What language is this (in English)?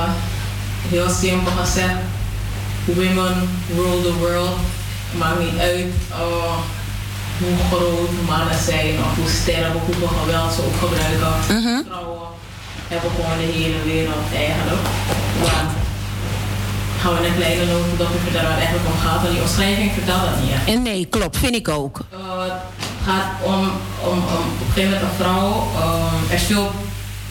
Dutch